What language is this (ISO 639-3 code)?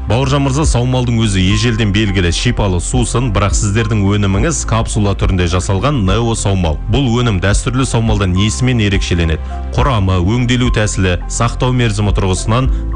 kaz